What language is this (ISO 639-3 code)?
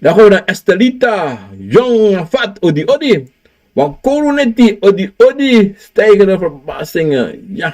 srn